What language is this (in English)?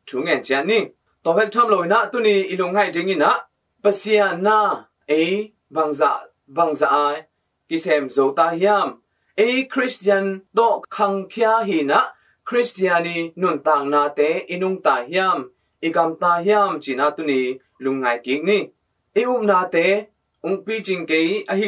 Tedim Chin